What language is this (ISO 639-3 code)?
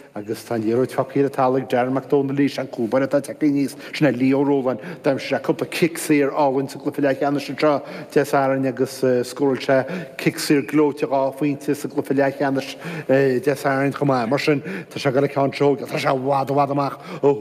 gle